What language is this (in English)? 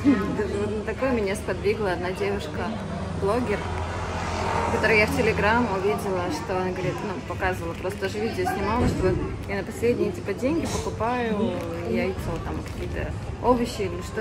Russian